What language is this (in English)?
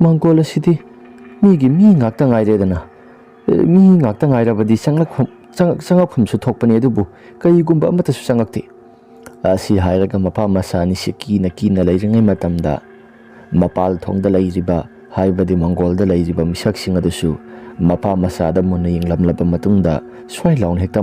Manipuri